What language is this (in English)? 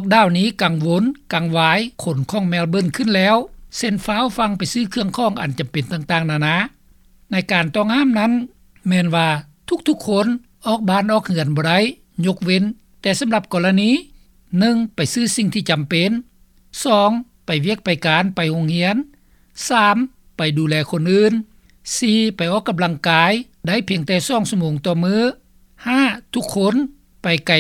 Lao